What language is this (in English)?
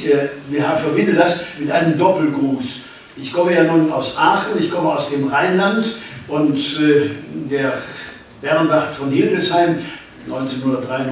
German